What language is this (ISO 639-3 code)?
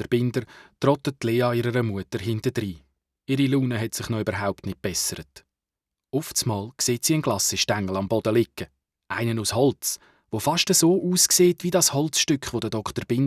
gsw